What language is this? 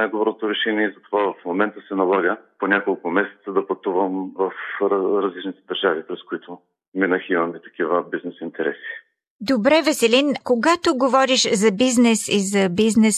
Bulgarian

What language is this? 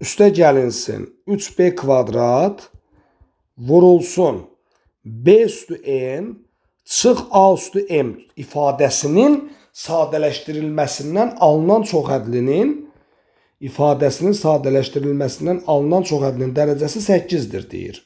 Azerbaijani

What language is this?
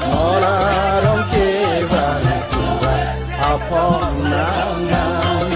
Karbi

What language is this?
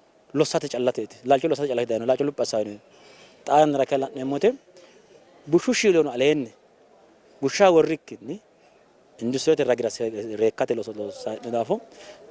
Sidamo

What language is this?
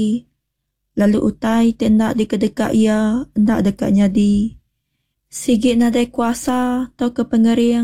Iban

